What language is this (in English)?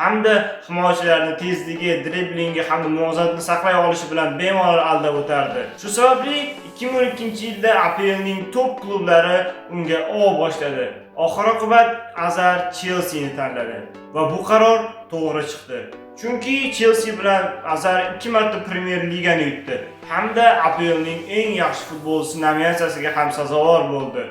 Uzbek